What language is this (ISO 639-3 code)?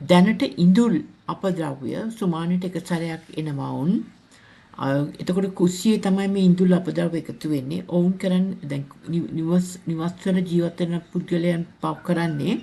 sin